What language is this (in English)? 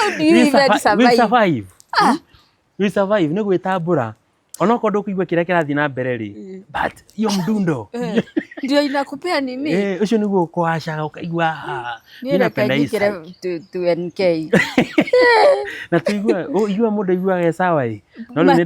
Kikuyu